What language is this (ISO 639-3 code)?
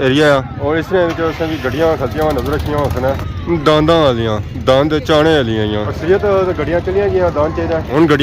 phr